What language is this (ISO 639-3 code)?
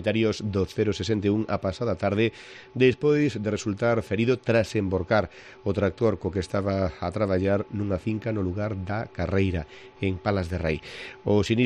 glg